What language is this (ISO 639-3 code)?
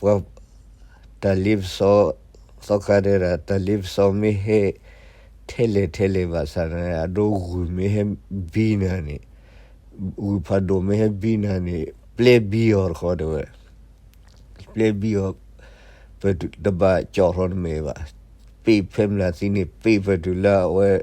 ksw